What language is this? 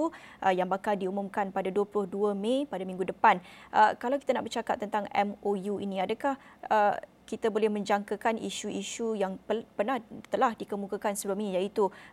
Malay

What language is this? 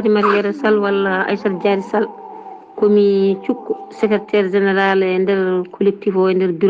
Fula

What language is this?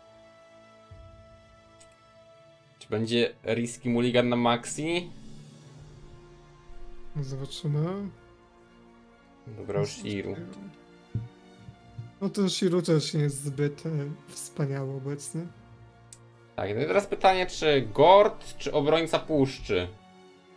Polish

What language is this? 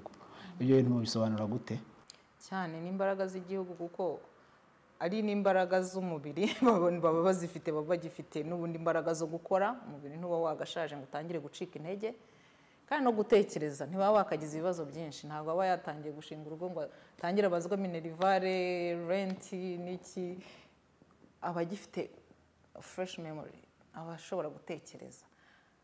Kinyarwanda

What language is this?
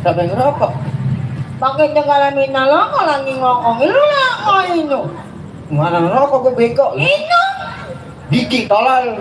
Betawi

